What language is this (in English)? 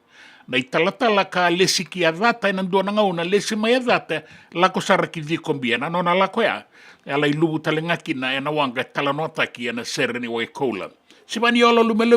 Fijian